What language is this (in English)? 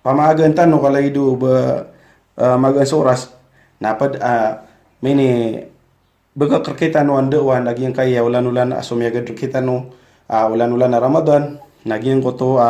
Maranao